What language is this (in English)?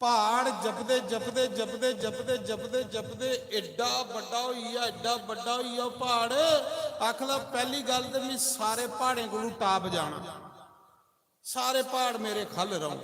Dogri